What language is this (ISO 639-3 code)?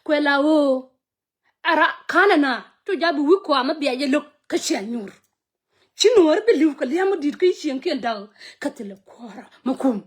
nus